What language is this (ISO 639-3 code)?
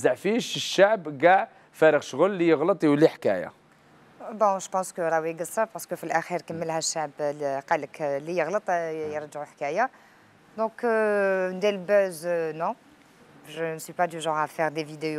arq